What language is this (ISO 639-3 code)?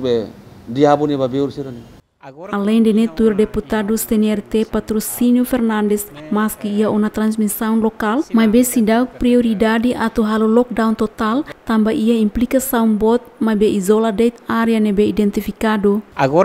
tet